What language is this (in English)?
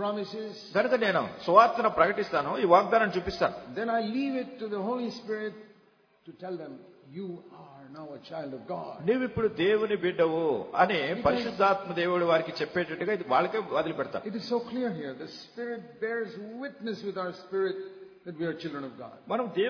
Telugu